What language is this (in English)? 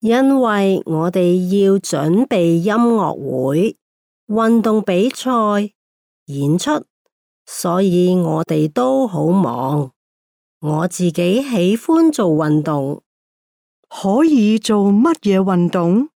Cantonese